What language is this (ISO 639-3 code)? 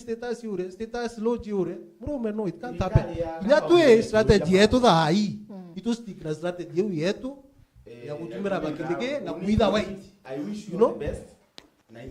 mer